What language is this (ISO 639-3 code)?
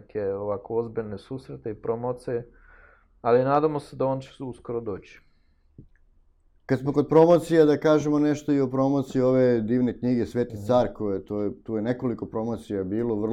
srp